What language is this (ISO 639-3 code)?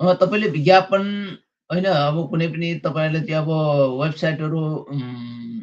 nep